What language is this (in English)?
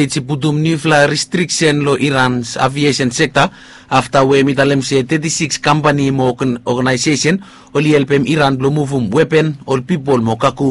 Bislama